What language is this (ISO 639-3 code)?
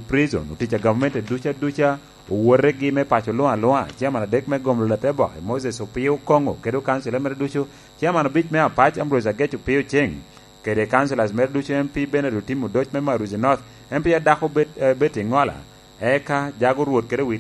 laj